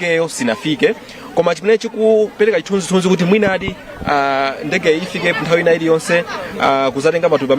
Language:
Nyanja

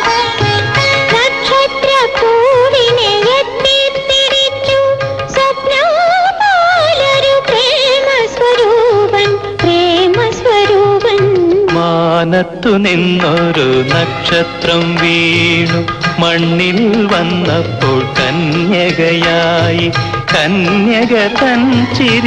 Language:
Malayalam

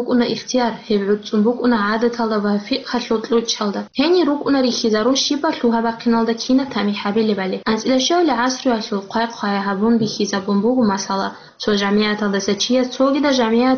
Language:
Avaric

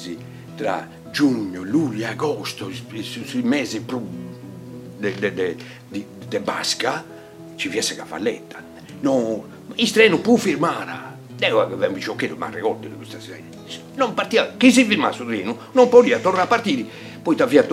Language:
Sardinian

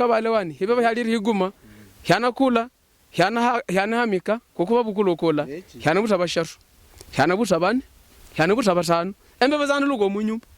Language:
Havu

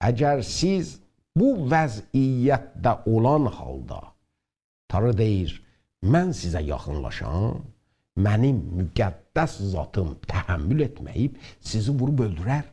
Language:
South Azerbaijani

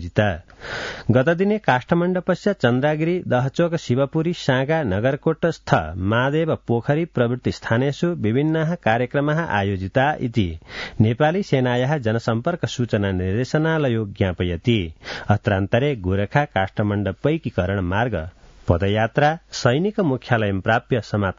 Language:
Sanskrit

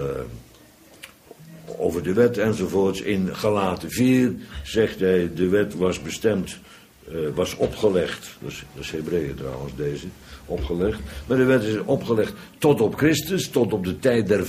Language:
Dutch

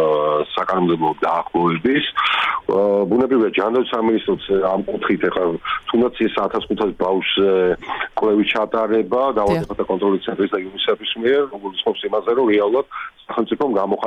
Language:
Georgian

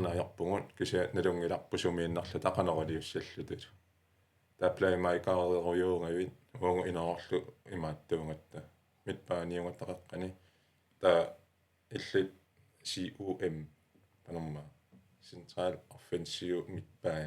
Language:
Kalaallisut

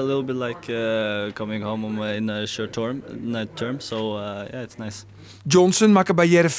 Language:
Western Frisian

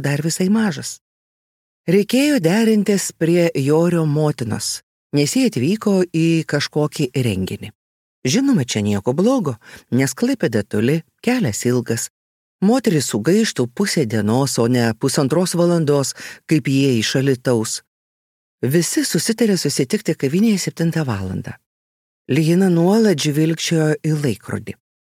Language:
Lithuanian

